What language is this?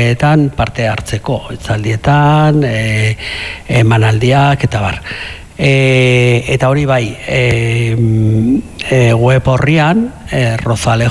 Basque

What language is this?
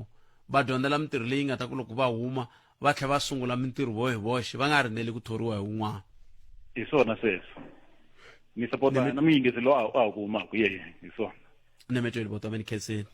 Tsonga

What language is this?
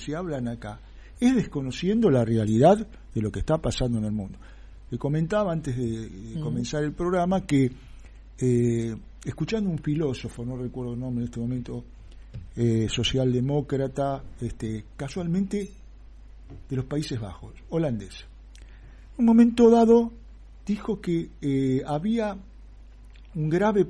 Spanish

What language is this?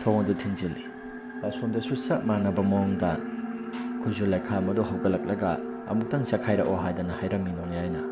Manipuri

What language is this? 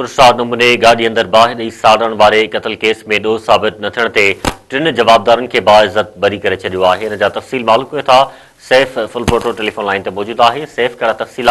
Sindhi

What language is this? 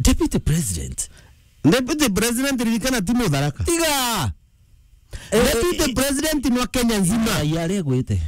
Meru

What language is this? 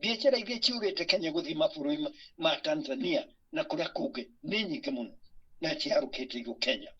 Kikuyu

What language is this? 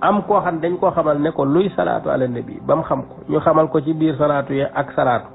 Wolof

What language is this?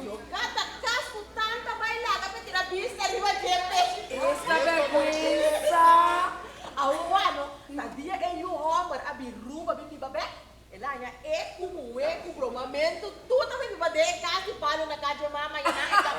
Papiamento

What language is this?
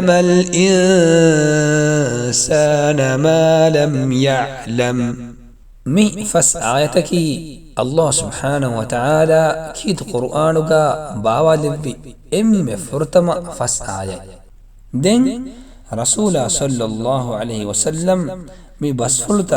Divehi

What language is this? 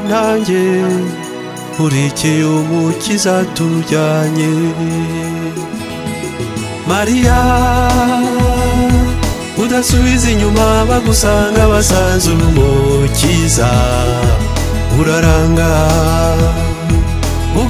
Kinyarwanda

